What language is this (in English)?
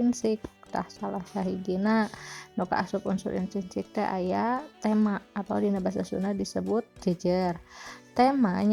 Sundanese